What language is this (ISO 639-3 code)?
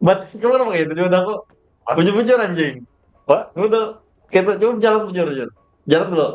bjn